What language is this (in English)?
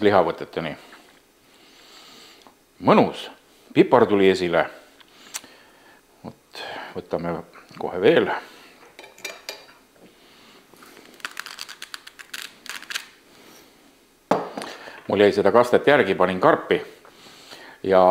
Estonian